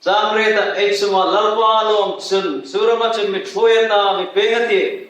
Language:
Hmar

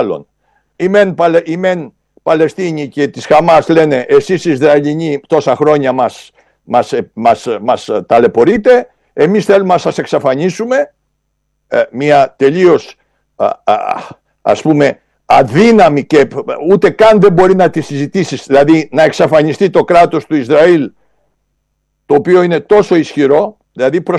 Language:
Greek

